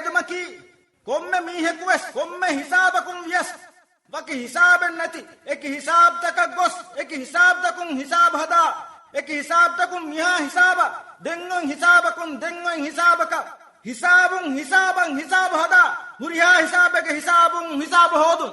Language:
Divehi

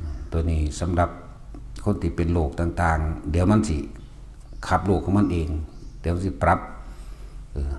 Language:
Northeastern Thai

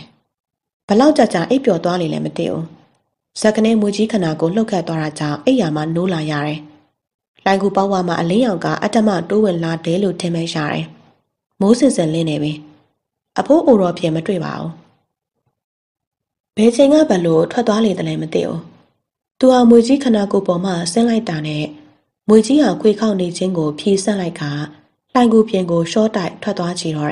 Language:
Burmese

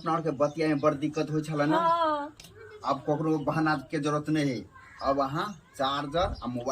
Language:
Maithili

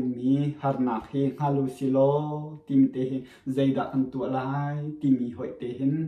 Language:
Hakha Chin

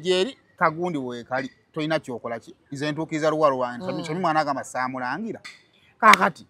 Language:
Ganda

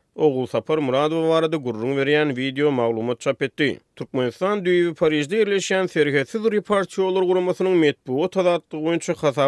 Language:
Turkmen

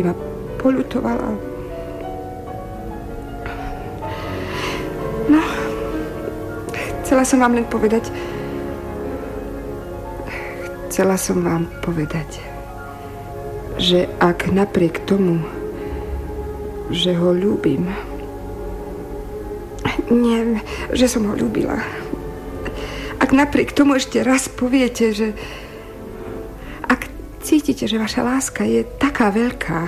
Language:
Slovak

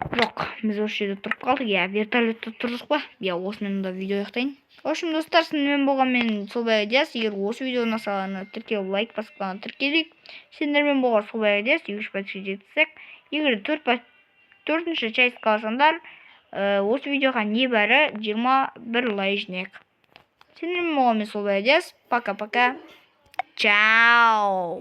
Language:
Kazakh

